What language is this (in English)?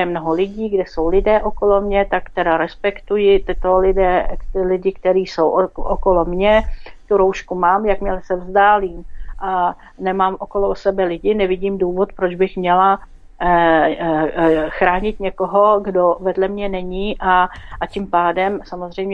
Czech